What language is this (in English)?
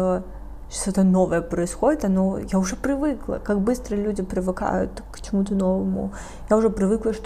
Russian